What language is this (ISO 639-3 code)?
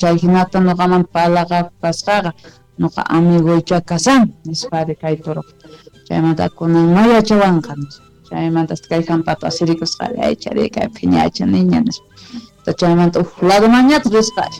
que